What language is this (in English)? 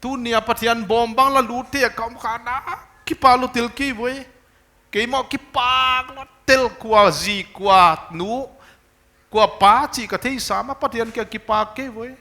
Paite Chin